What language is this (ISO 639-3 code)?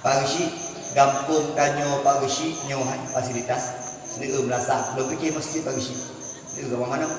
ace